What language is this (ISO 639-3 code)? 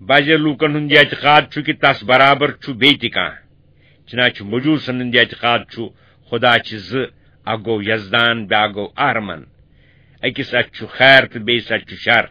kas